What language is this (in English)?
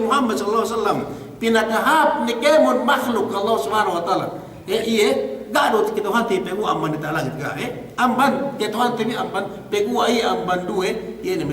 Yakan